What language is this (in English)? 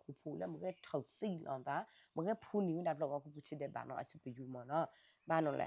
S'gaw Karen